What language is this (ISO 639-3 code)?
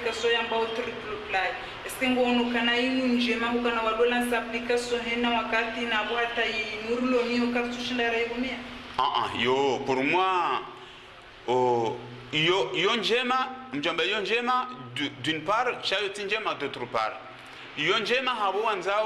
zdj